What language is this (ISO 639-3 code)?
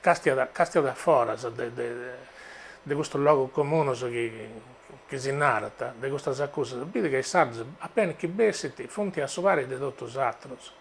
srd